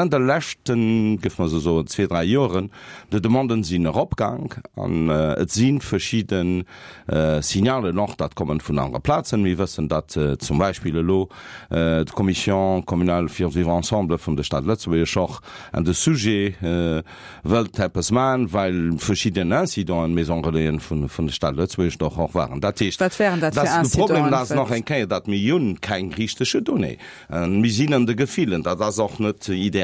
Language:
Luxembourgish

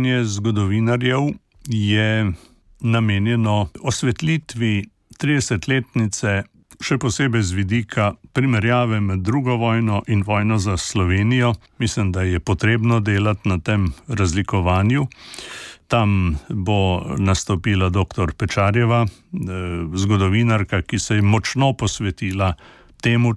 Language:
Slovenian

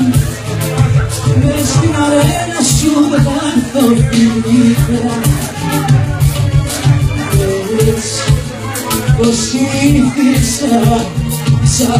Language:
Greek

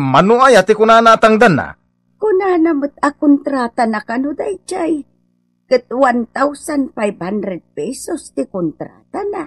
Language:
Iloko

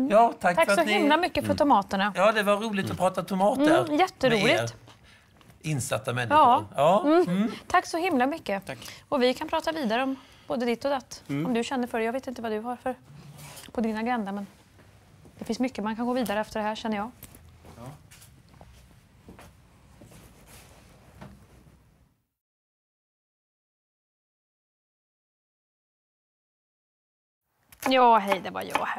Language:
Swedish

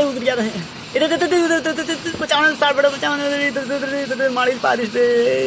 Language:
Chhattisgarhi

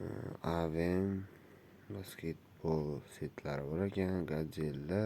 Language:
Uzbek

